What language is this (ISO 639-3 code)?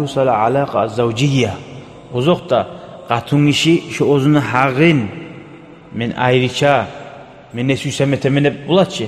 kum